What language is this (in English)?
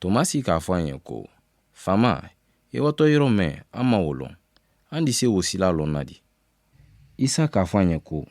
Mandingo